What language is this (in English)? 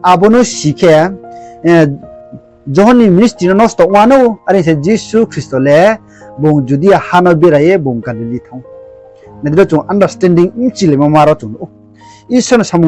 Riang (India)